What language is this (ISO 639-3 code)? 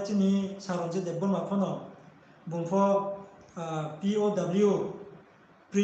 ria